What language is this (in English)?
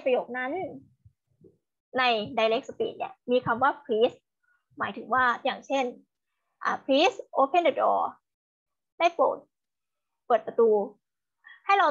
Thai